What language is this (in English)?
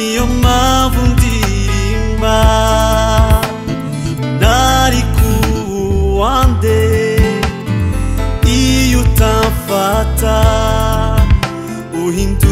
Kinyarwanda